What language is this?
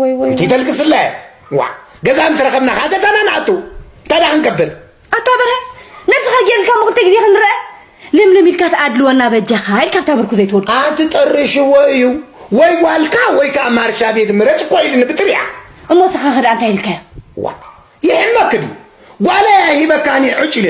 Tigrinya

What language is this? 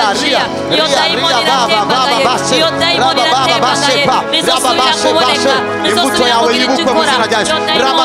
Kinyarwanda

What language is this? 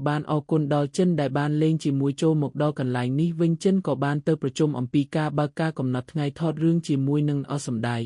Khmer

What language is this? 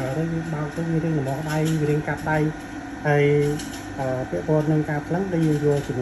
Khmer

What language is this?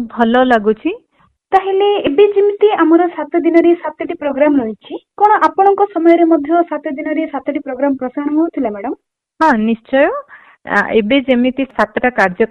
Odia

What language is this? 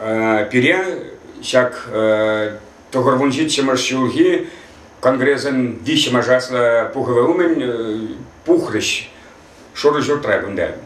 Chuvash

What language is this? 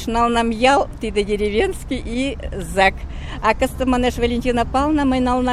Mari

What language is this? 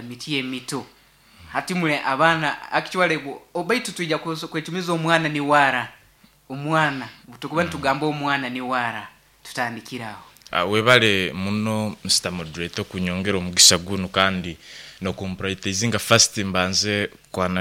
Nyoro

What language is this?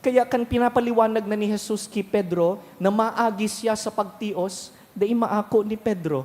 Bikol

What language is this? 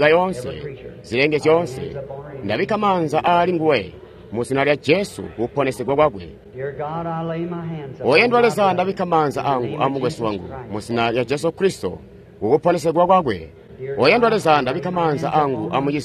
Tonga (Zambia)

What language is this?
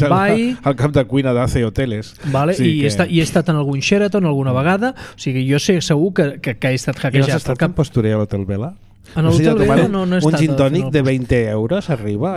Catalan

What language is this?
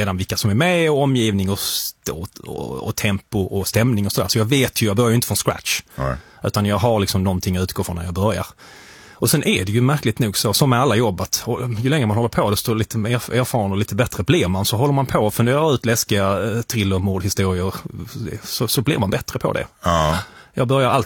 Swedish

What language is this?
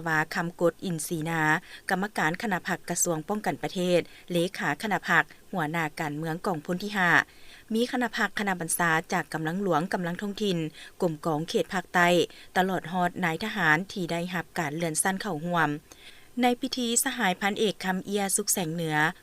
Lao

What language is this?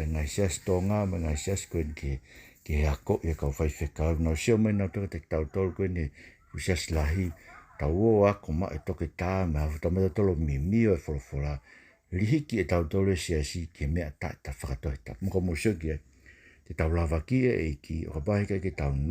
Tongan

